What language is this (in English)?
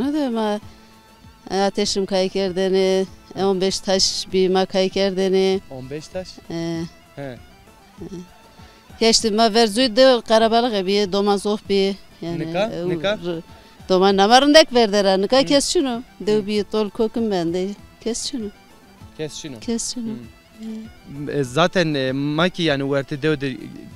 Zaza